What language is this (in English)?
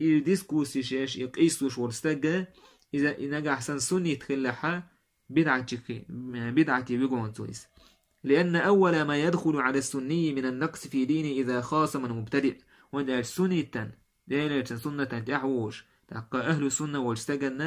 Chechen